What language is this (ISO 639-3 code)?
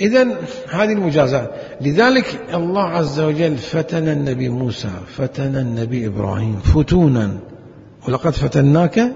acm